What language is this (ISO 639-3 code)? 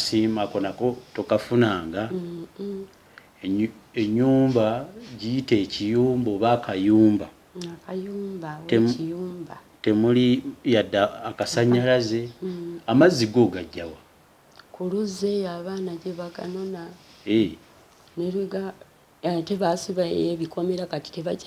lug